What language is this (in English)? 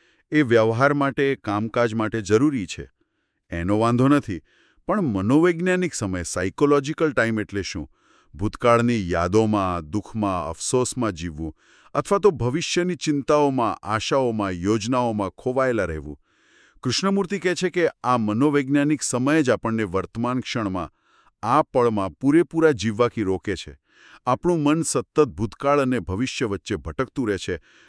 Gujarati